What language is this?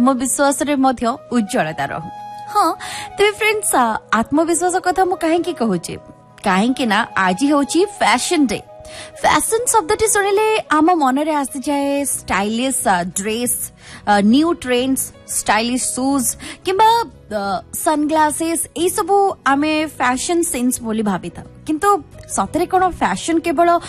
Odia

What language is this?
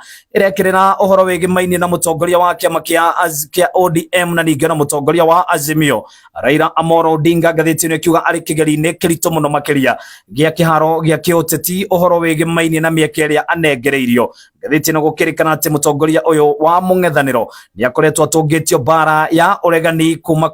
Kikuyu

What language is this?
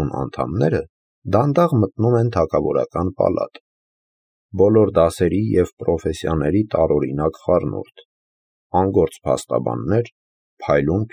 Armenian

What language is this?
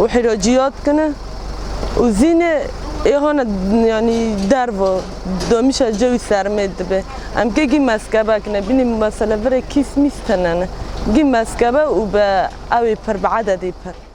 Kurdish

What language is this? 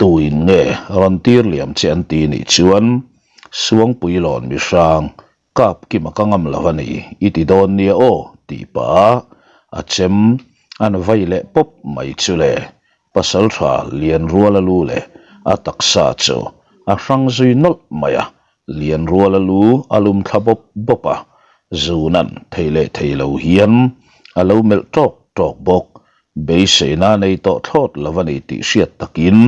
Mizo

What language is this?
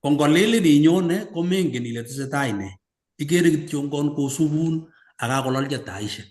Kalenjin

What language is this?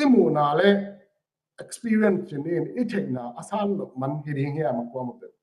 Tedim Chin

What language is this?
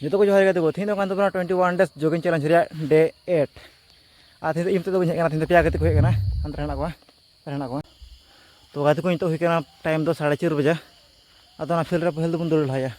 Santali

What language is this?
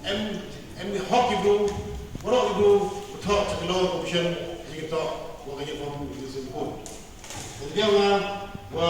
Khasi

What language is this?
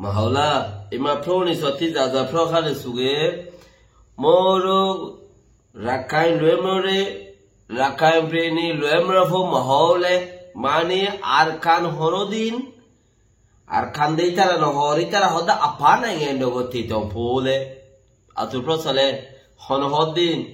Rohingya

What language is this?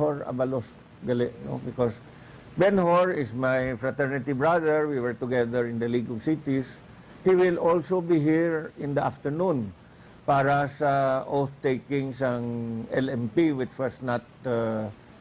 Hiligaynon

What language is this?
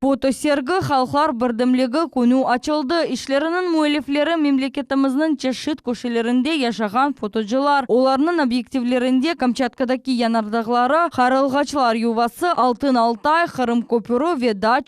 Crimean Tatar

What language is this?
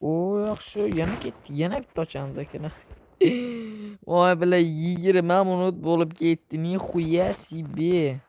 Uzbek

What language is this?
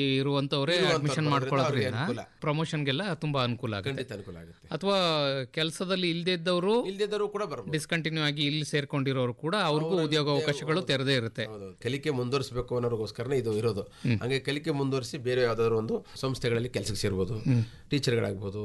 Kannada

